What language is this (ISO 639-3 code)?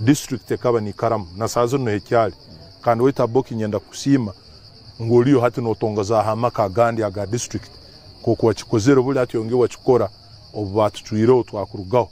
nyn